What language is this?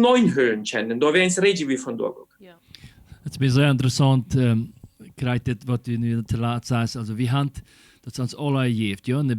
Plautdietsch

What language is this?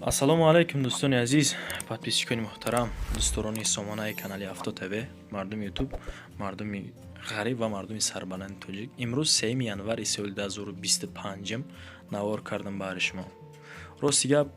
Tajik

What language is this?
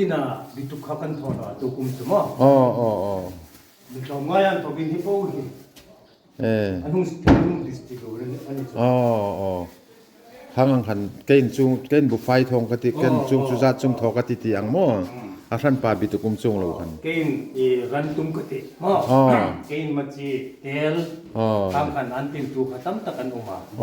Hmar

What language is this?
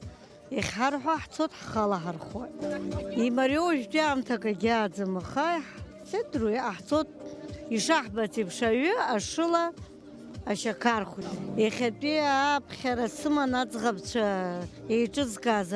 Abkhazian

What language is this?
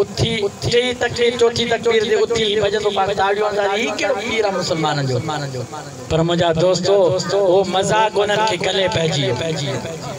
Sindhi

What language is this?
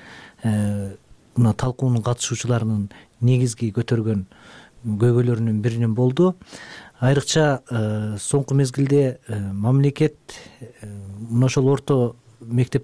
Kyrgyz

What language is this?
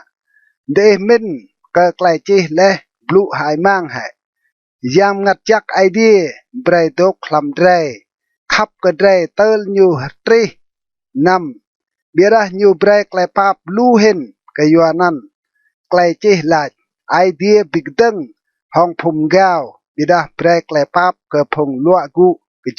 Rade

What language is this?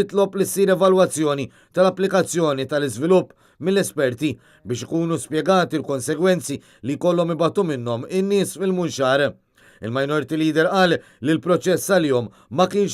Maltese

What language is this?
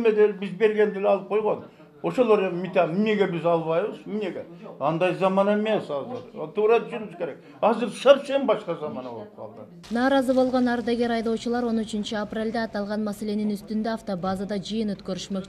Kyrgyz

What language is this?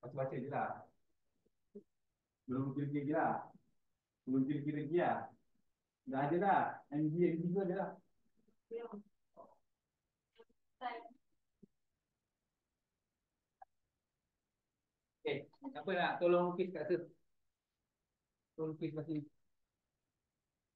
Malay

